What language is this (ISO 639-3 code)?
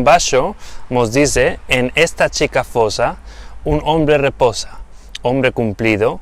lad